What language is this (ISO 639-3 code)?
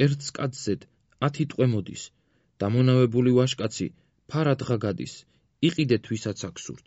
kat